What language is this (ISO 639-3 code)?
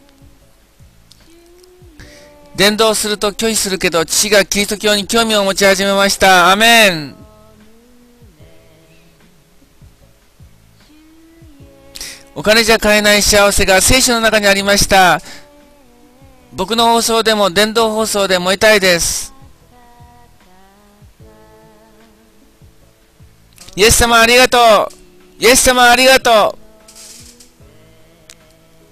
jpn